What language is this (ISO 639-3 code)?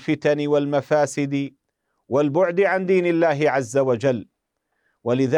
ara